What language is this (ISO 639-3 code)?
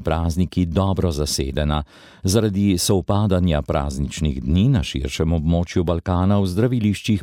slv